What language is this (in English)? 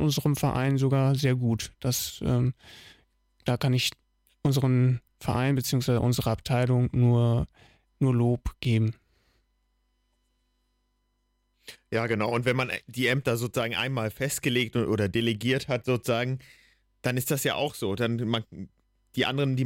German